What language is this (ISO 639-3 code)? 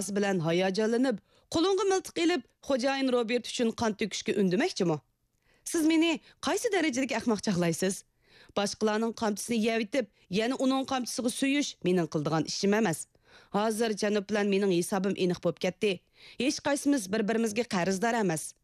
uig